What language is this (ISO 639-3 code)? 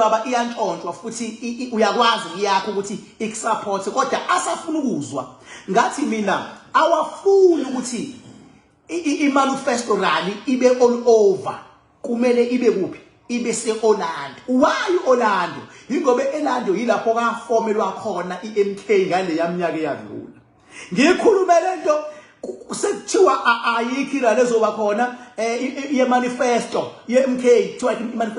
zul